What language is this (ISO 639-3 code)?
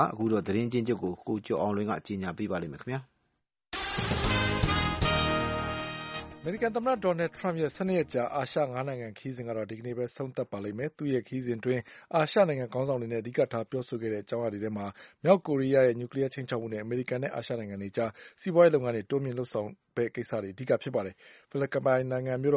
mya